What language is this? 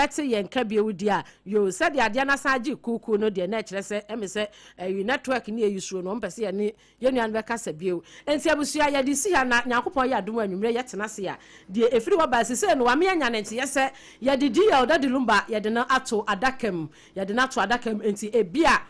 Akan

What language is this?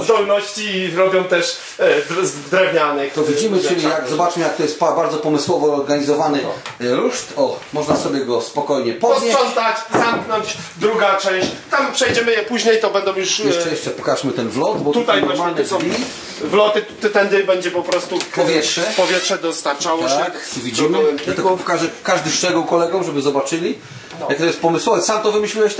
Polish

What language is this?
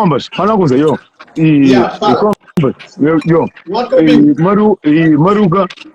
Kabuverdianu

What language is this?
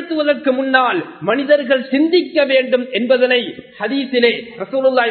Tamil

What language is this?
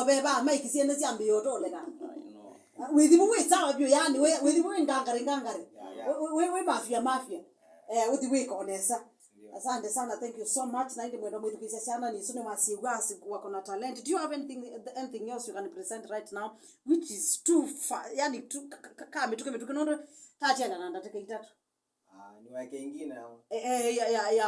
Kamba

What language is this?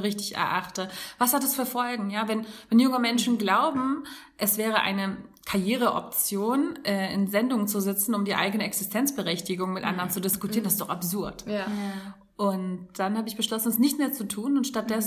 German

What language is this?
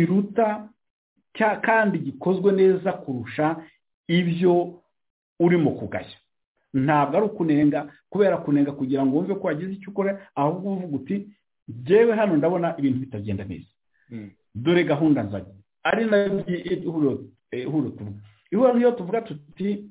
Kinyarwanda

